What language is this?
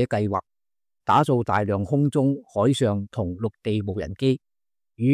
Cantonese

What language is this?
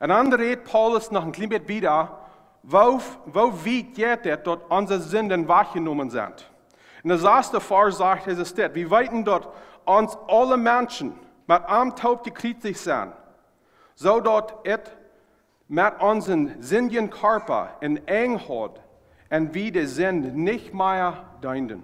Plautdietsch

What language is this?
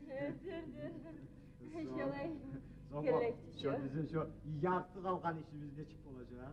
Kumyk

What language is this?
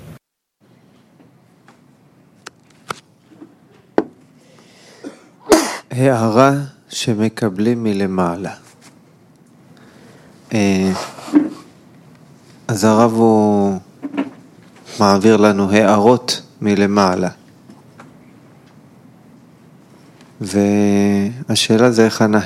Hebrew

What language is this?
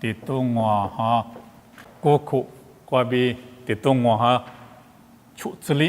Lisu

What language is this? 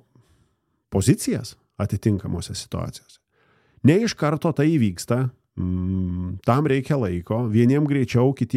Lithuanian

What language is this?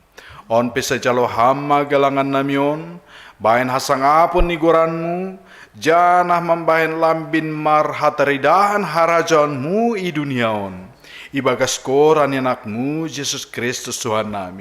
Batak Simalungun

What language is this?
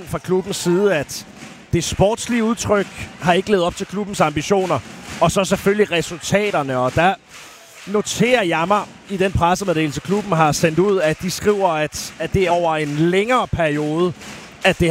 Danish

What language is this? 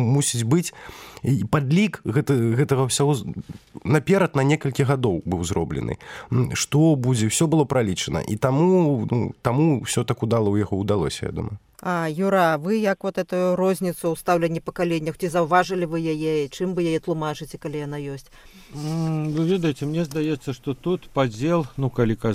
Belarusian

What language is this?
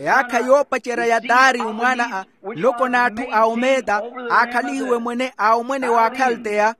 Makhuwa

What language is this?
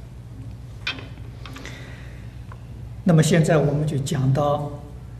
Chinese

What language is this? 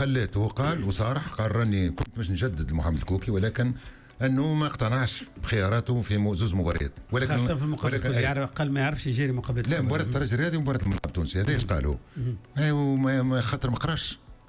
Tunisian Arabic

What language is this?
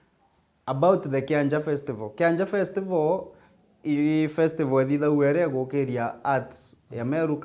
Meru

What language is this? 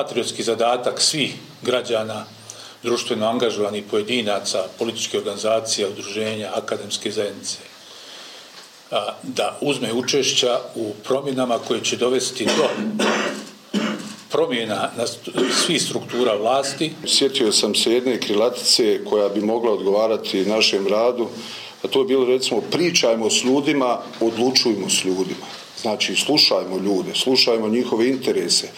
Bosnian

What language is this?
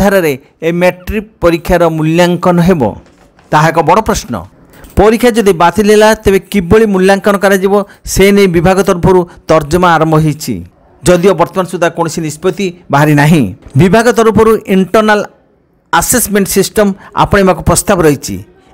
Odia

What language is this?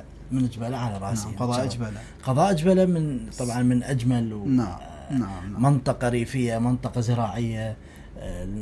Mesopotamian Arabic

